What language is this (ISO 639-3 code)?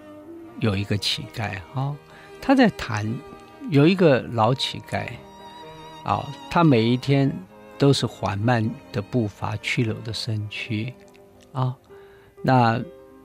zho